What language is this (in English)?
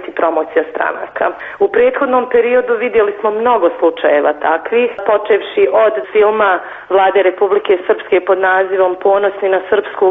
Serbian